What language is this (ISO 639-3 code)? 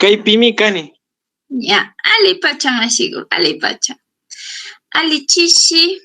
qug